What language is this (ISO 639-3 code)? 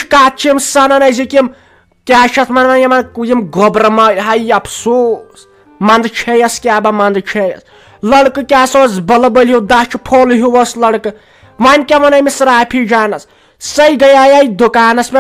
kas